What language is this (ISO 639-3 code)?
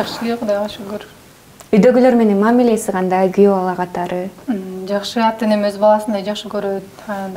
kir